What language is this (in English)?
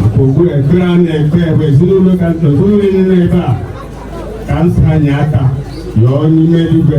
Igbo